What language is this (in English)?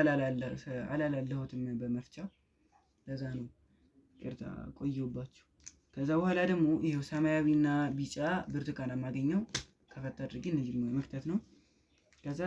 Amharic